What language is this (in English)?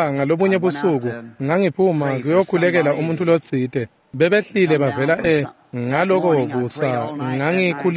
Swati